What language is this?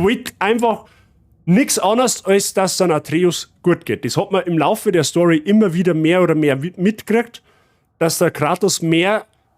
Bavarian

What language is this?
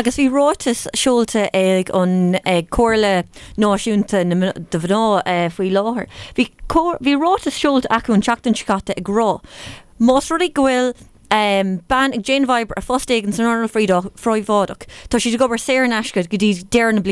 Irish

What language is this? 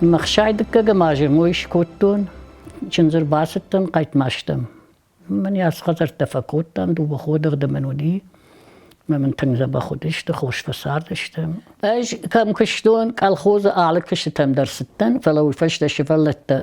Ossetic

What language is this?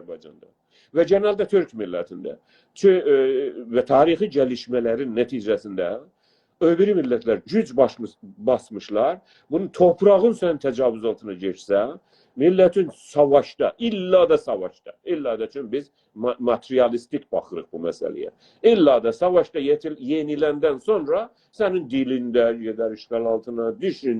South Azerbaijani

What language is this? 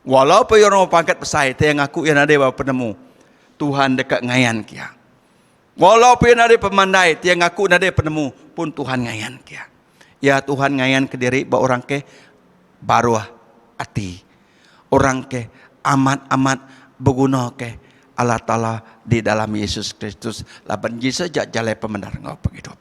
Iban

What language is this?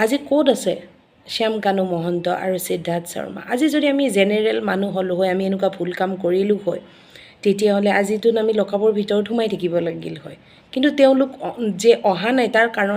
Assamese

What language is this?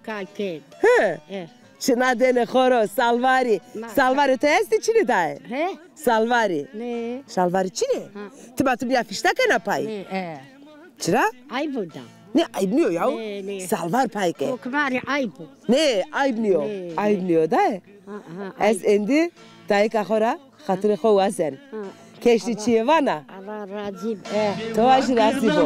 Zaza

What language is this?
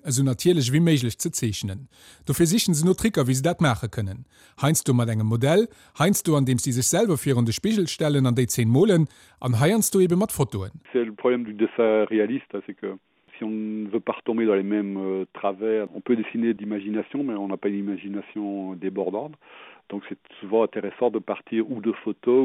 Luxembourgish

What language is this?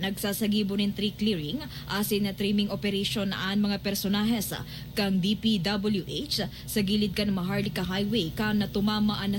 Bikol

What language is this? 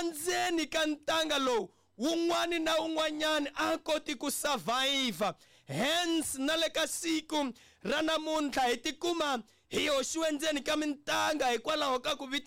Tsonga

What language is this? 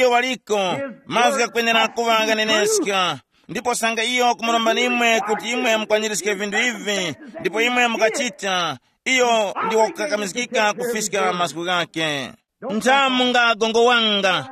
Tumbuka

